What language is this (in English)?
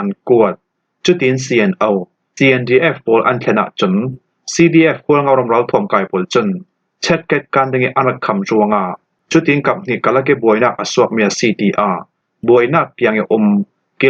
Falam Chin